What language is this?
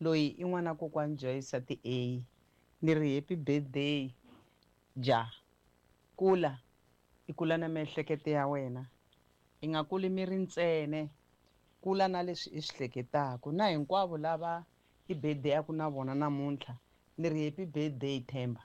Tsonga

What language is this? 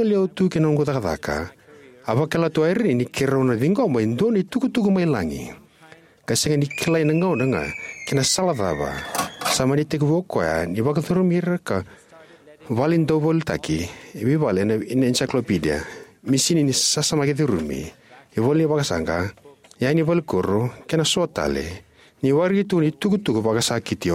Fijian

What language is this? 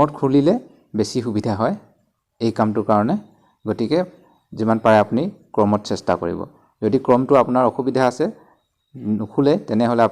Assamese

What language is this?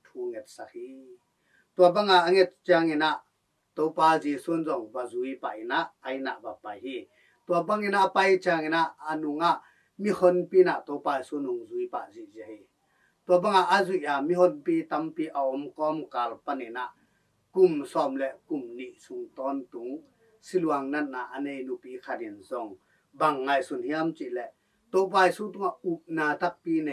Tedim Chin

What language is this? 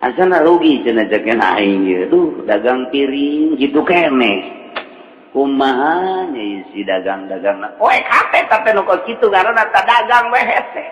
Sundanese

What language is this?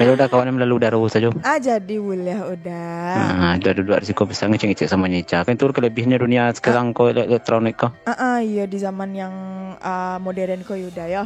Minangkabau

